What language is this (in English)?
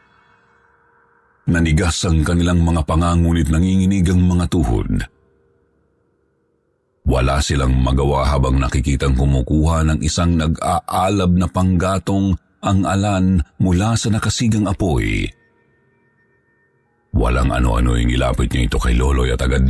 Filipino